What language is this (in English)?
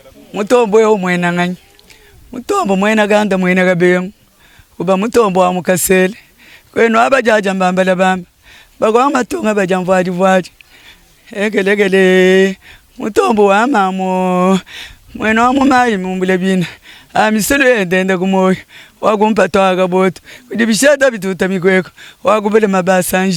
Luba-Lulua